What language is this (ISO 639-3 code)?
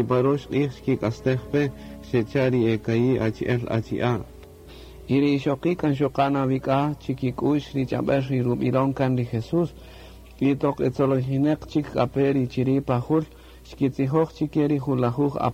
cak